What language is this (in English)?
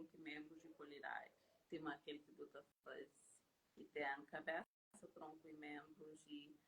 Kabuverdianu